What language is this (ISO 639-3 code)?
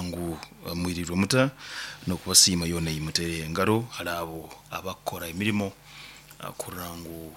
nyn